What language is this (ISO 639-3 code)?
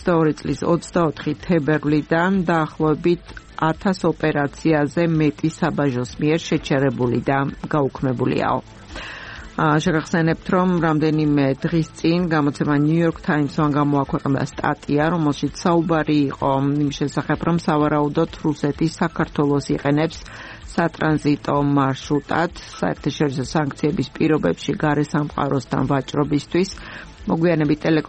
kat